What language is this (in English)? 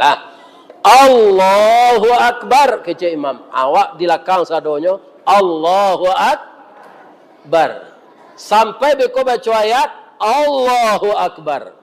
Minangkabau